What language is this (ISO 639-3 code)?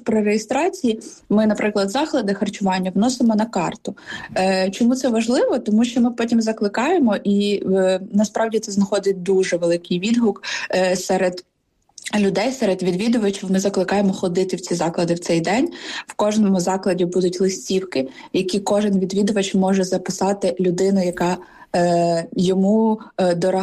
ukr